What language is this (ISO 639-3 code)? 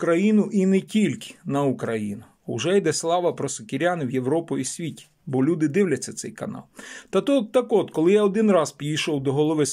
ukr